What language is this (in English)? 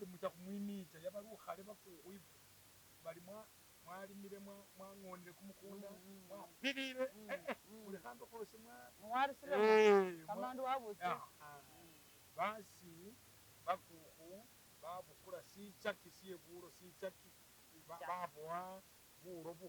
Masaaba